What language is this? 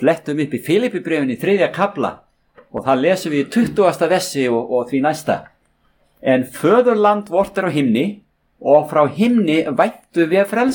Icelandic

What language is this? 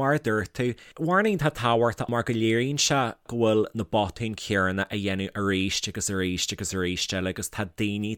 Irish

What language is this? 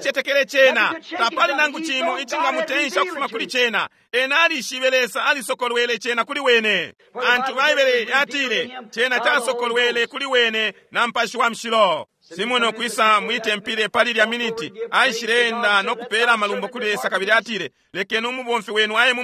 Bemba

